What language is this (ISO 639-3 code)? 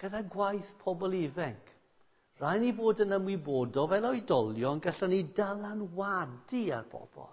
cym